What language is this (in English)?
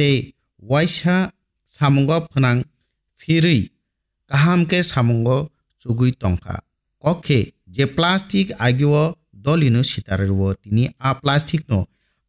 Kok Borok